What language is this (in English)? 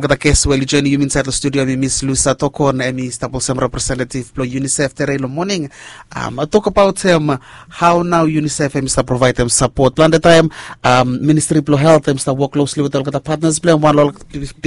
Bislama